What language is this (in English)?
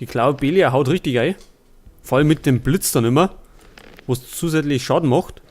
Bavarian